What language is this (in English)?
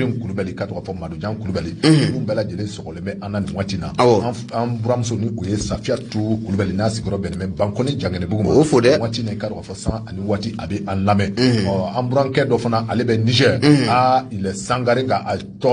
Bambara